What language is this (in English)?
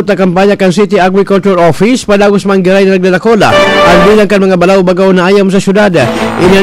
Bikol